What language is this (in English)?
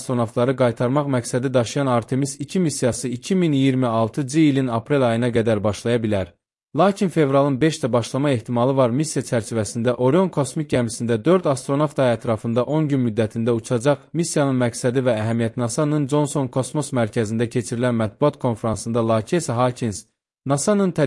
Azerbaijani